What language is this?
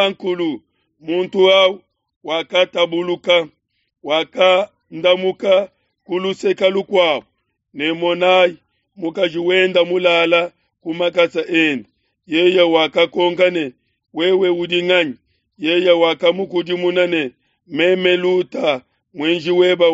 Luba-Lulua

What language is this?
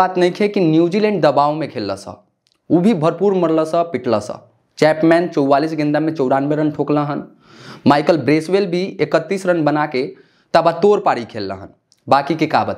Bhojpuri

